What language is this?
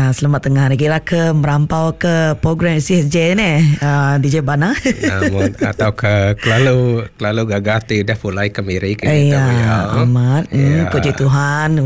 Iban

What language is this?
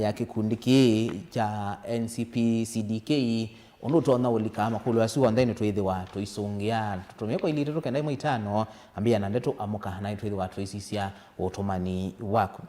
Kamba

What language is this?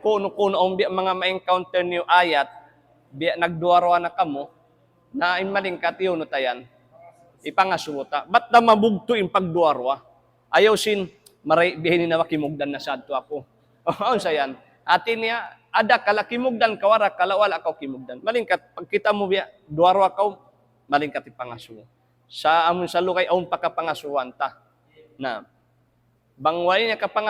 Tausug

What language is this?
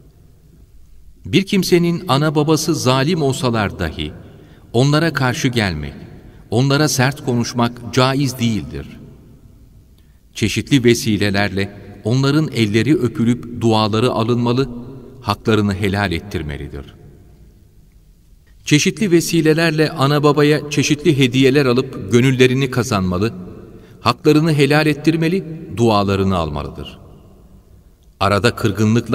Turkish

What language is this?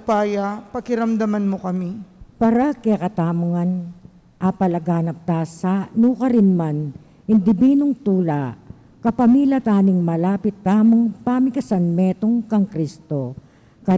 Pampanga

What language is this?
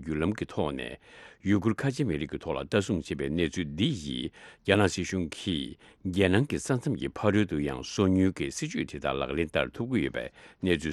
Tibetan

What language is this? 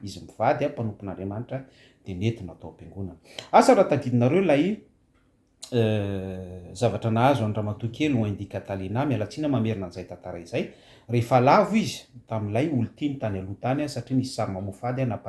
Malagasy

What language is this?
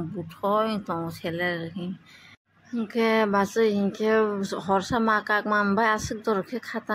Kok Borok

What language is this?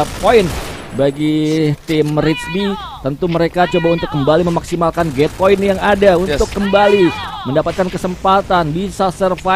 Indonesian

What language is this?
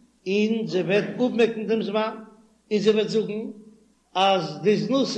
Yiddish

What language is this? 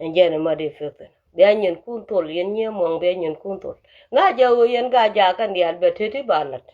Nuer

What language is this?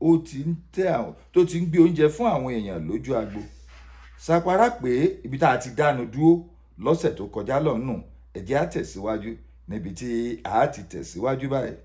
Yoruba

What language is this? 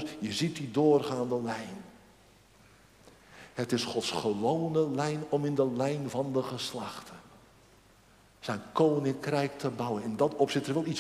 Dutch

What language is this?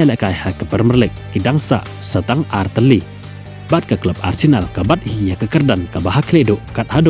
Khasi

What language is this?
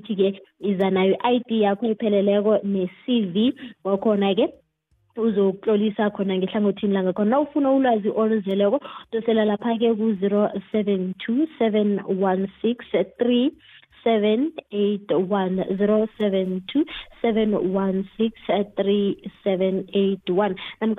South Ndebele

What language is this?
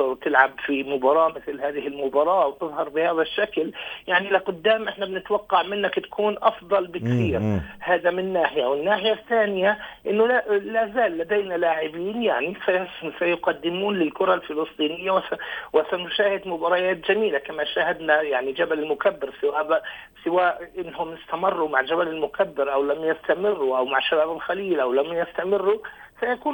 North Levantine Arabic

